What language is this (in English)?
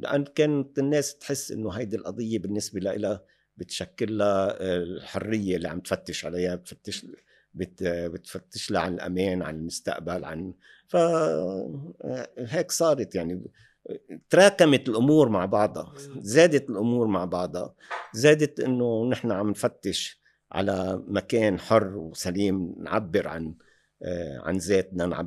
North Levantine Arabic